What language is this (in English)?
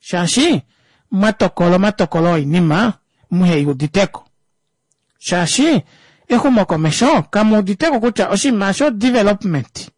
Kuanyama